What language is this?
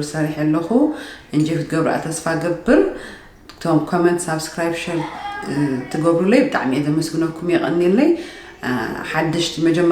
Tigrinya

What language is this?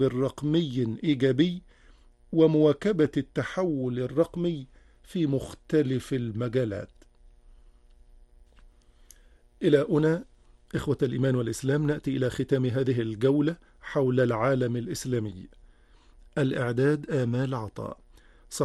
Arabic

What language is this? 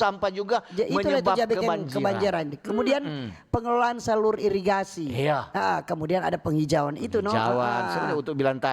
Manado Malay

